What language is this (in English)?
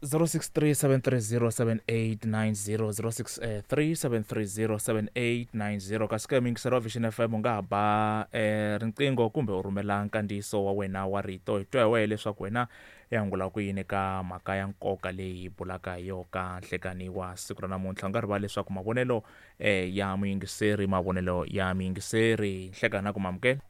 Tsonga